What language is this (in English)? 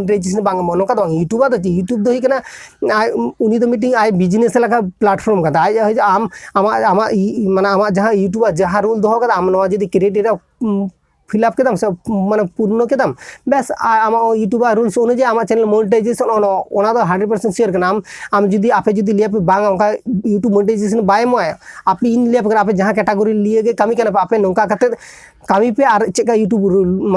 Santali